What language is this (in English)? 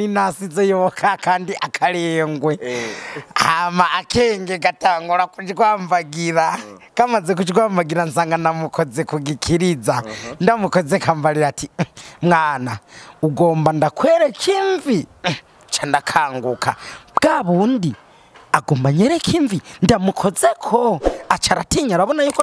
Rundi